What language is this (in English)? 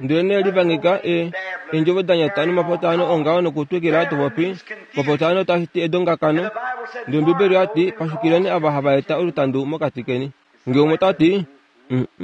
Kuanyama